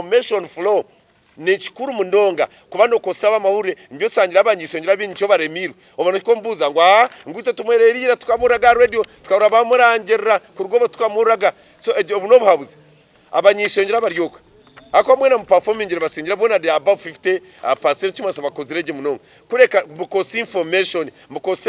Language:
Nyankole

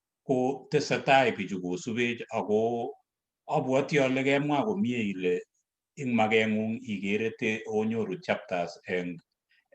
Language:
Kalenjin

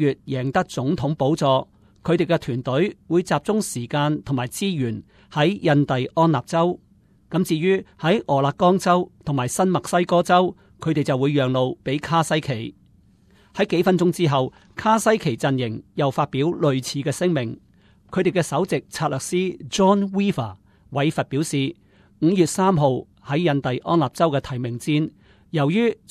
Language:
Cantonese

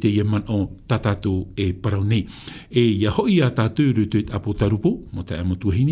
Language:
Tahitian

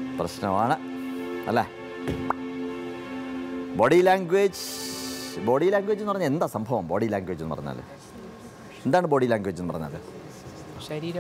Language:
Malayalam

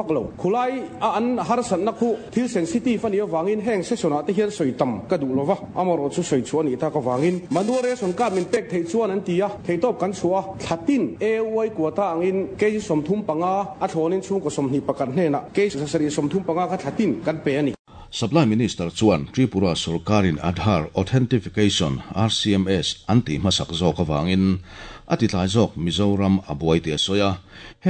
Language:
Mizo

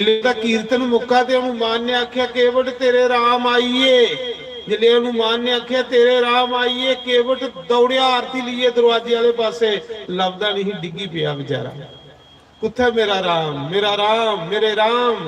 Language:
Dogri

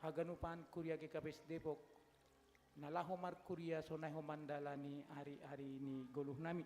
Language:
Batak Simalungun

